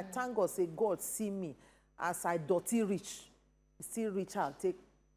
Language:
Nigerian Pidgin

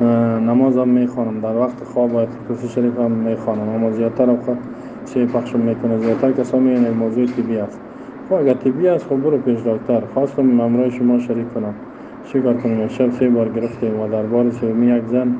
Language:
Persian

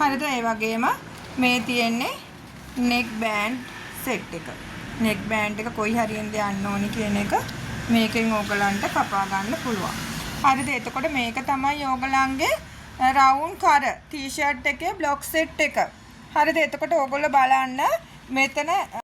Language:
Sinhala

